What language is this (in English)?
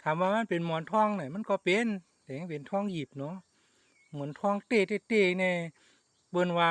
Shan